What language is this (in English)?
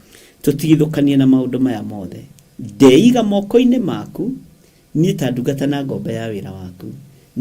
Kikuyu